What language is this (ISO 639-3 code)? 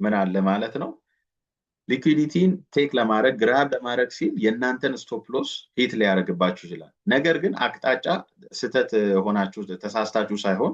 amh